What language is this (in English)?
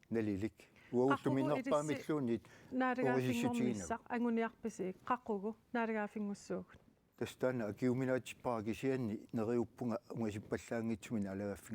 Kalaallisut